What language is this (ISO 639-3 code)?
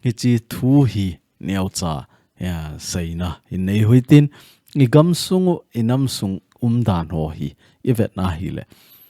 tcz